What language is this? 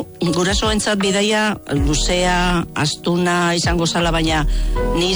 Basque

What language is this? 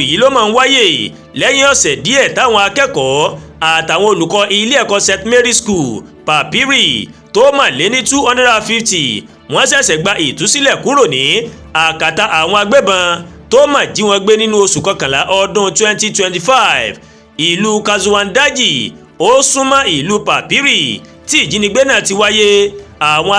Yoruba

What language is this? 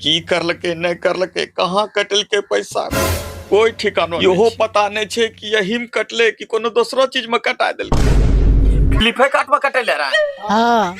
Angika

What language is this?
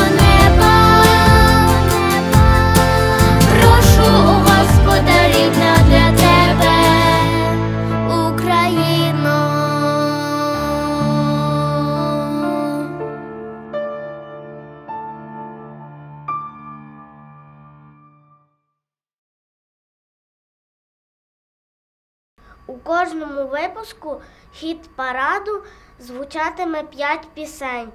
Ukrainian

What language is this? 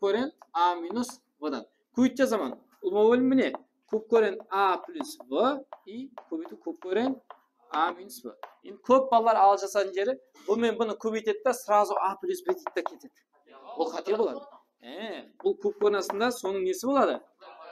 Kara-Kalpak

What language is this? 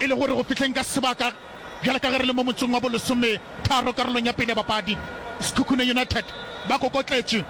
Northern Sotho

